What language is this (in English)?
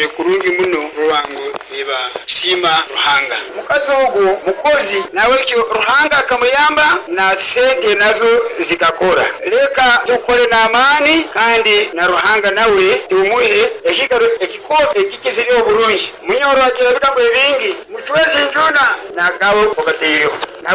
Nyoro